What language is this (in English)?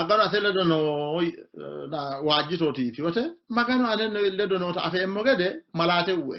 Sidamo